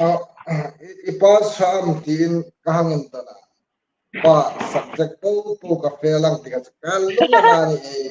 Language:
Hmar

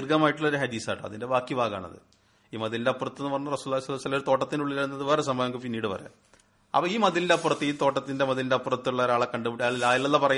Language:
Malayalam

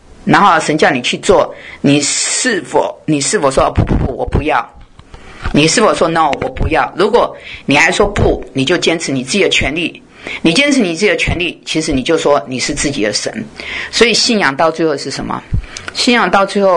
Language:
Chinese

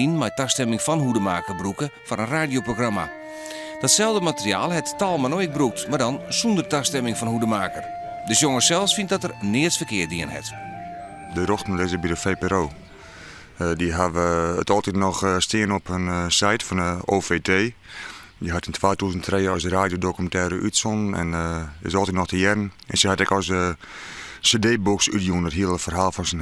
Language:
Western Frisian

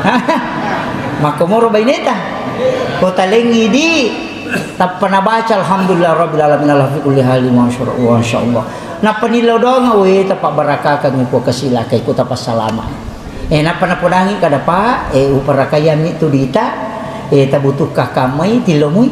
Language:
Buginese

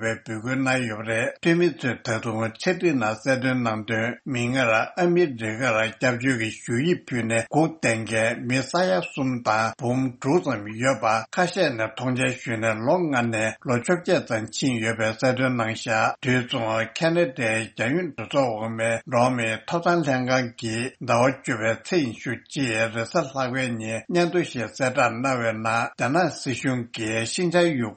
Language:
Tibetan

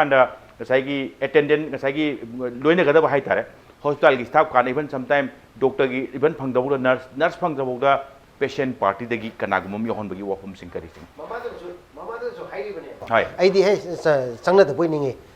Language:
Manipuri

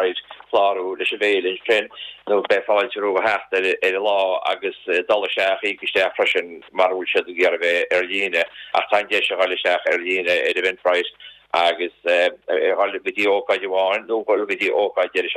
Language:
Irish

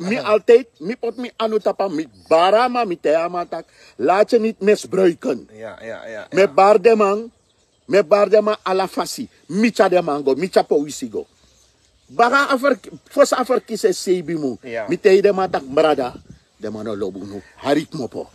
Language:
Sranan Tongo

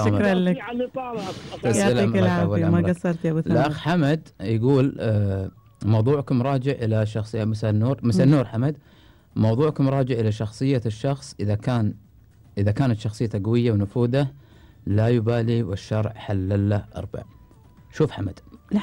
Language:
Gulf Arabic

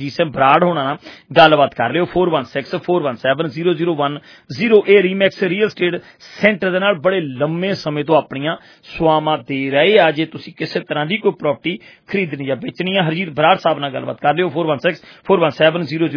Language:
Punjabi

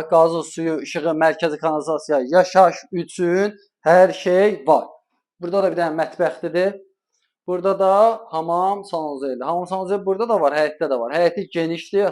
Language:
Azerbaijani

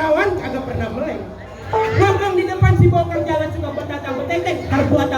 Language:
Betawi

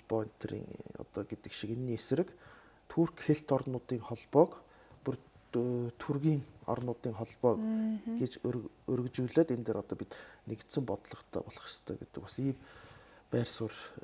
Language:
Mongolian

